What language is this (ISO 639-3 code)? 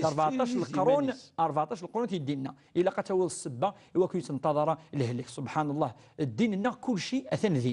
kab